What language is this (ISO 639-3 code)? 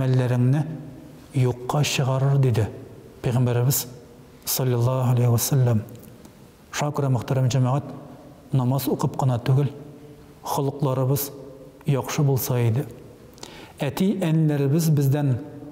tat